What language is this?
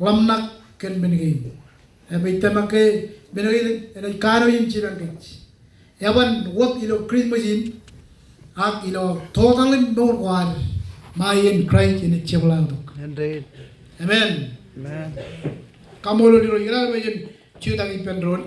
Marshallese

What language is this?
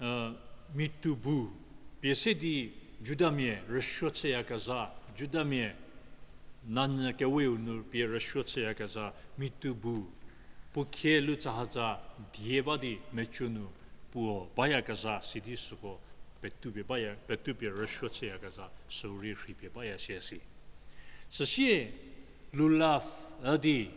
Angami Naga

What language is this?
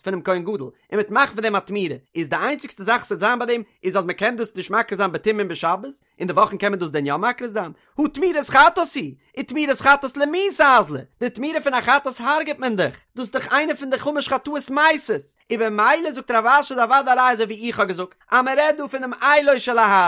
Yiddish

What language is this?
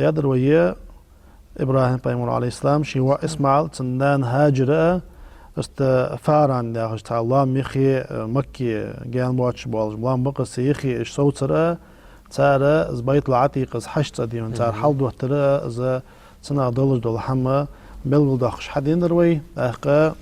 Ingush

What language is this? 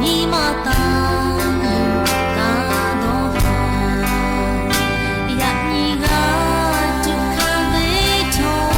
Lahu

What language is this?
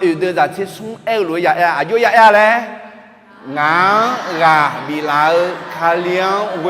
Akha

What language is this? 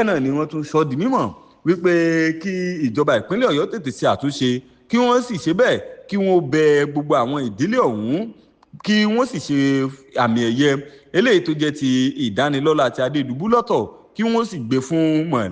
Yoruba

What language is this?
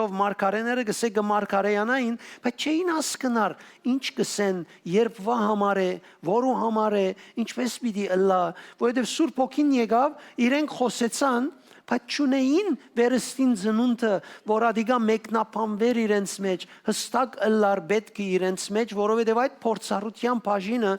Western Armenian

